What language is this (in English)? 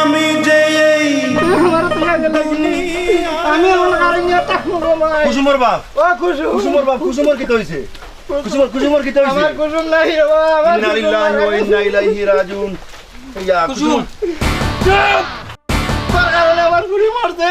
Sylheti